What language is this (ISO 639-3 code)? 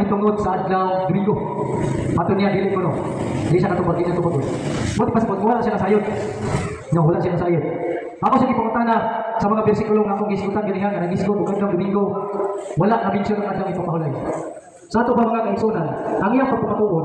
ceb